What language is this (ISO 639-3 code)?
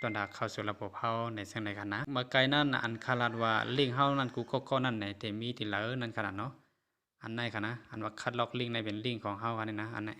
shn